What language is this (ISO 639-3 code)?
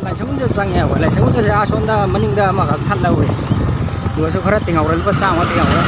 mni